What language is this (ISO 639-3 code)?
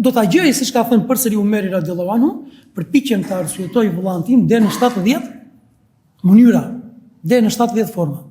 sqi